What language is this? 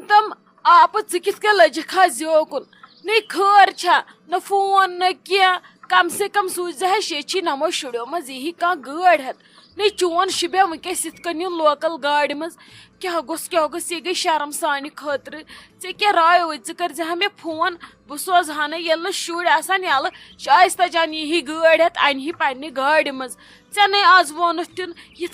Kashmiri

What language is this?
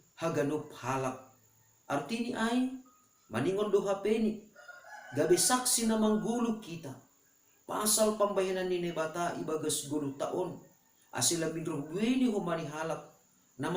Batak Simalungun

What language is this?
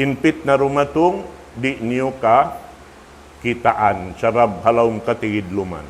Tausug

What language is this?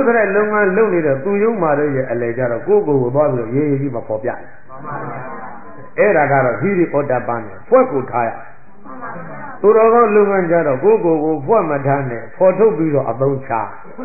Burmese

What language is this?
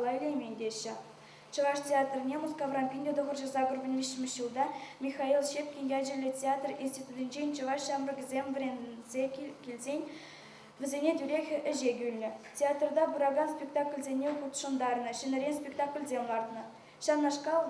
Chuvash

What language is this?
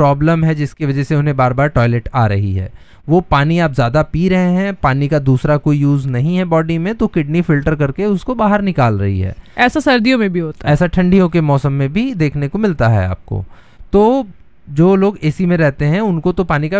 Hindi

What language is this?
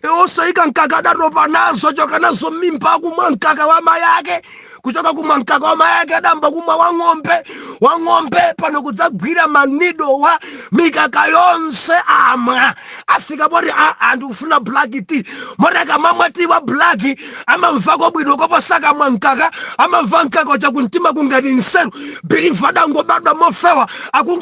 Nyanja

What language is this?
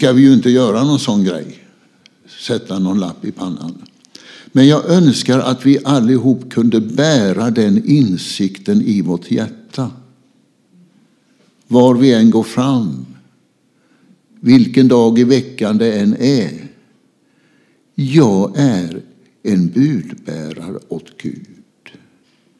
Swedish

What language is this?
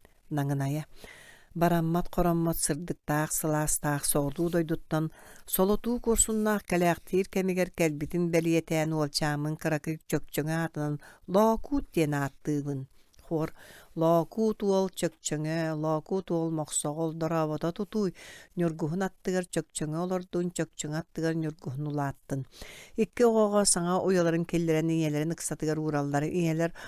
Yakut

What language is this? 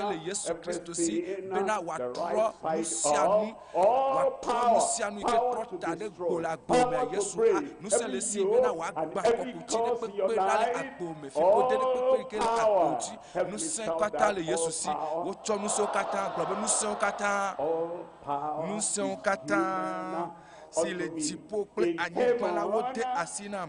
Ewe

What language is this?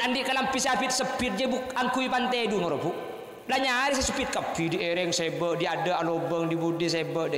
Madurese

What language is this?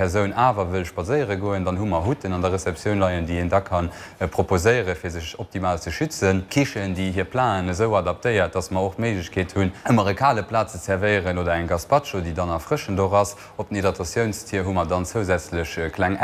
Luxembourgish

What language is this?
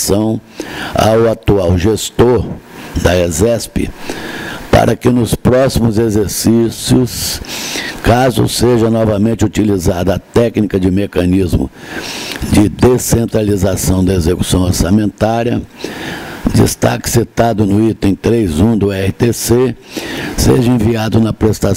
Portuguese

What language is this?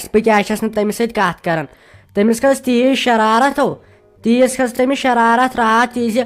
Kashmiri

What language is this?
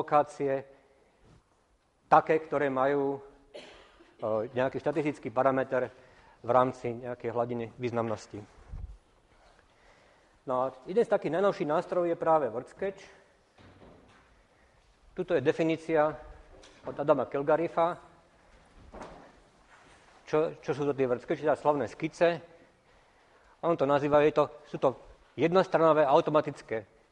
Slovak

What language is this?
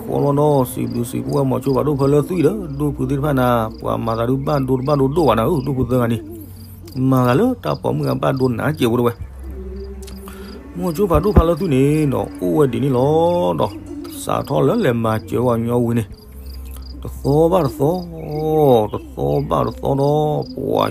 S'gaw Karen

